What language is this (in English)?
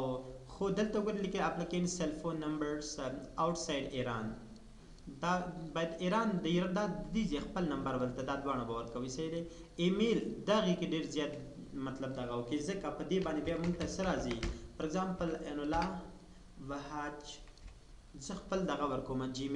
Pashto